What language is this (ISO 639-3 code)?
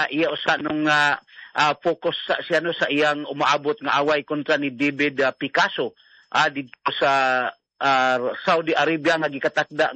ceb